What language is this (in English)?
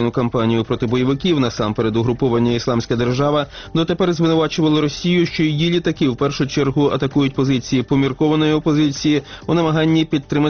Ukrainian